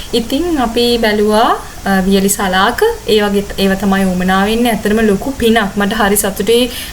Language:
Sinhala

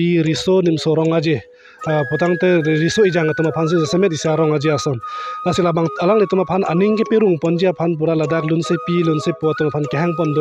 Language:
Karbi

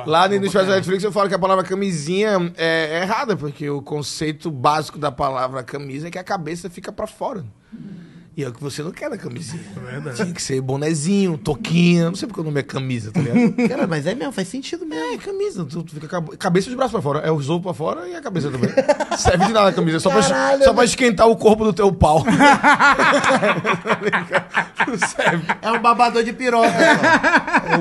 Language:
Portuguese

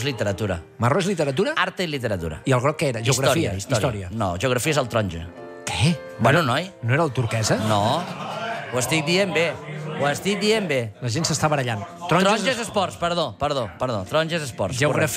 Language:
Catalan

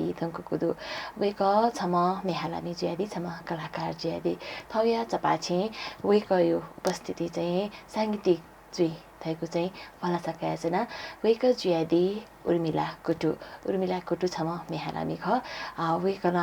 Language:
Newari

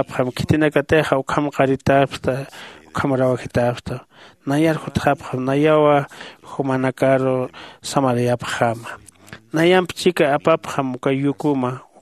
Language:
Aymara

